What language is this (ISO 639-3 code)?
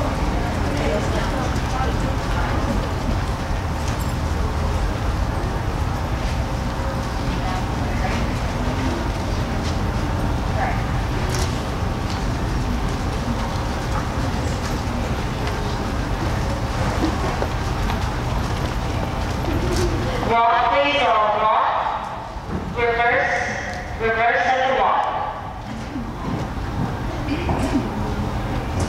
eng